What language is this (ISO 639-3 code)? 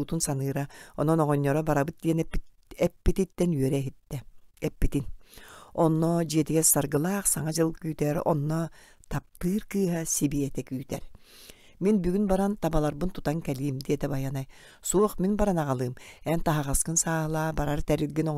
sah